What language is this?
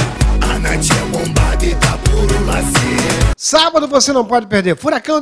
Portuguese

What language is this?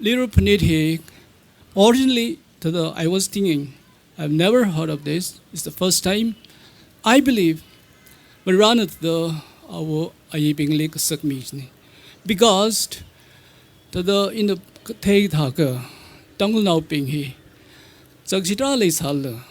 Tangkhul Naga (India)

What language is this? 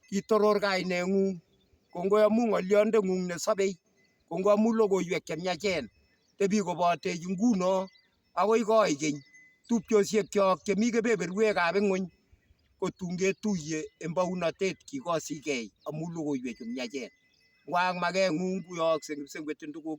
Kalenjin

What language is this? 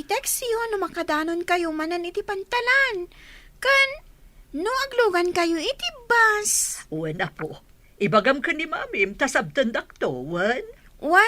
Iloko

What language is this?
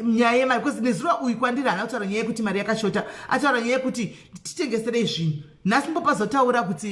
Shona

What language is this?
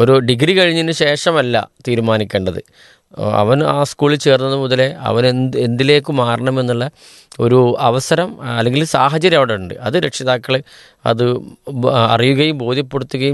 Malayalam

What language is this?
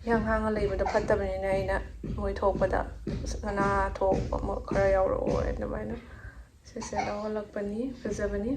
Manipuri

